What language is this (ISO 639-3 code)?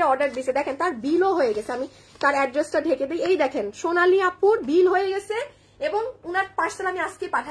ben